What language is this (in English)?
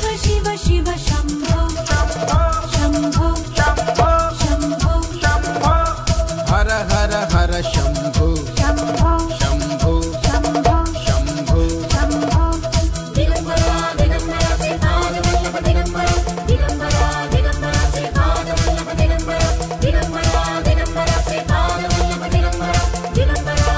Kannada